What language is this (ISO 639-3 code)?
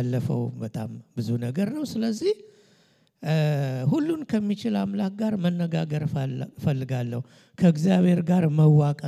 amh